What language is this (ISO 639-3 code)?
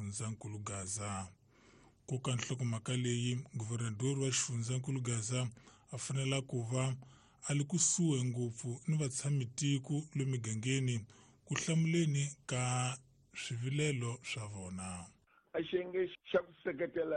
tso